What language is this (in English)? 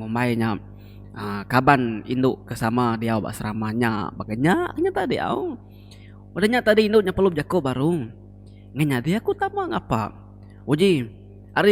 Iban